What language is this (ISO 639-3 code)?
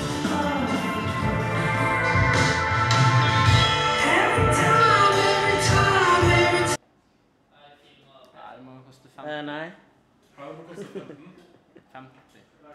nor